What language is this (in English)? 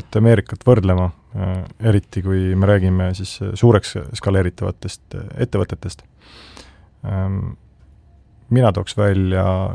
Estonian